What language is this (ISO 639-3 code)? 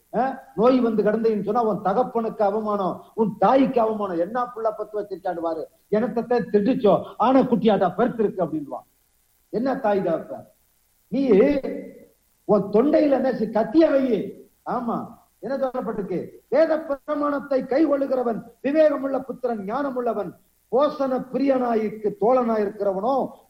tam